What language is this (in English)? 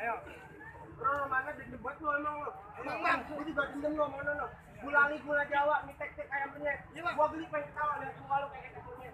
Betawi